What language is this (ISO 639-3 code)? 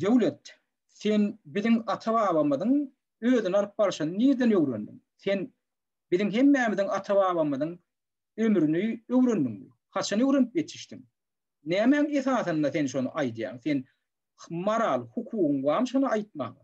tuk